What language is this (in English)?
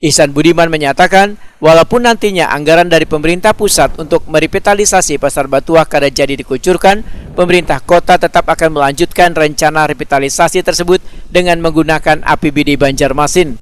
Banjar